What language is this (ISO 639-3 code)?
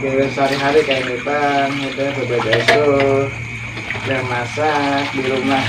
bjn